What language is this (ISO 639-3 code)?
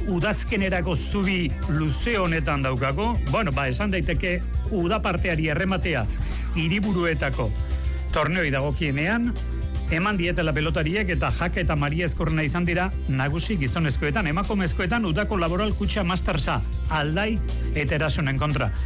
eus